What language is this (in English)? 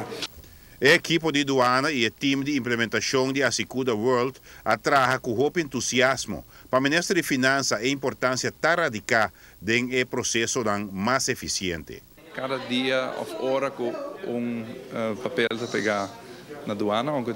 Papiamento